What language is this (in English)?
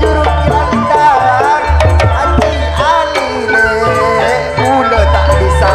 Madurese